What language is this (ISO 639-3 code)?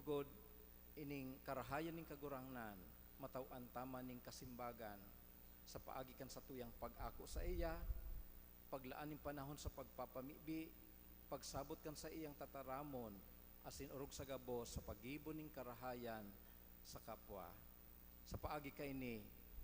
bik